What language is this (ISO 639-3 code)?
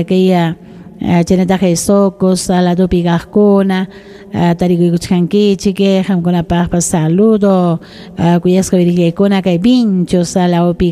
quy